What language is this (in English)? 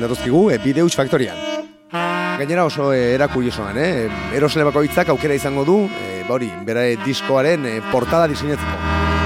Basque